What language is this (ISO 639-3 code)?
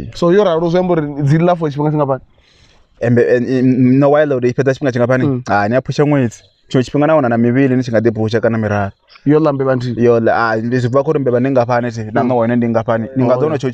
ven